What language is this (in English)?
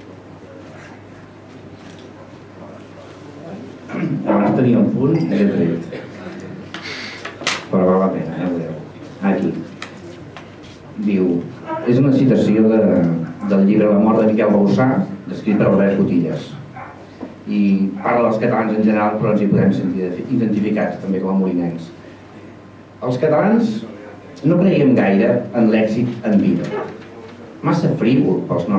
Catalan